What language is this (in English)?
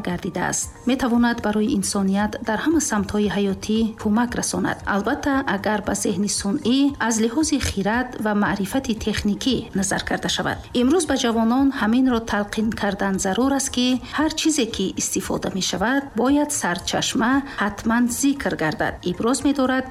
Tajik